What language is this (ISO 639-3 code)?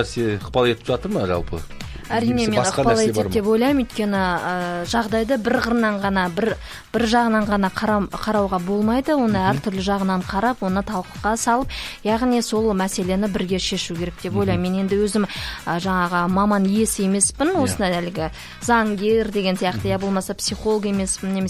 kaz